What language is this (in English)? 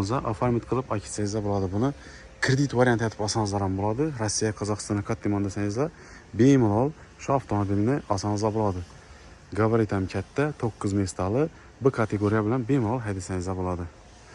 Uzbek